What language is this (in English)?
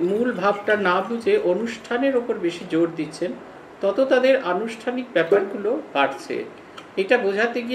Bangla